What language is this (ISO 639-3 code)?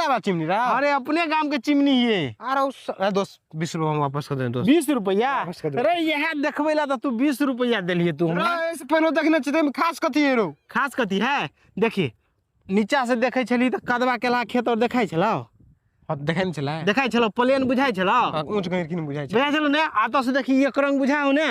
mai